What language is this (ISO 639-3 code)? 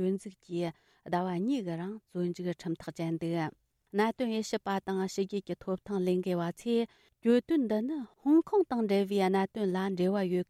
bod